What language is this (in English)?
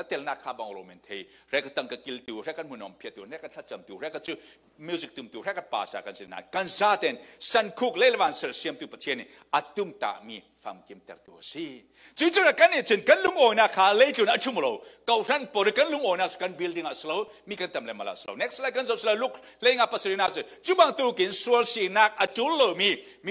Falam Chin